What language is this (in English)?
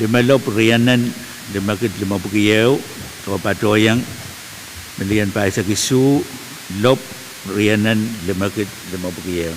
Pohnpeian